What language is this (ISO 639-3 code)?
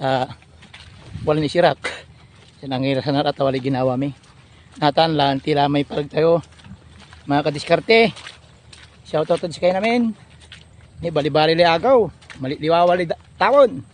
pag